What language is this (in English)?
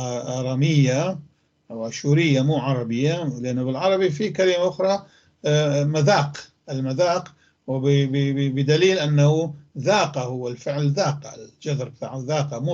North Levantine Arabic